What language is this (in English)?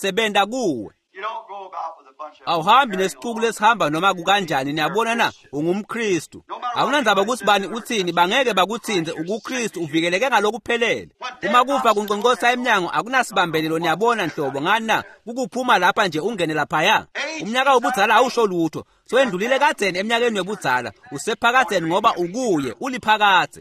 Swati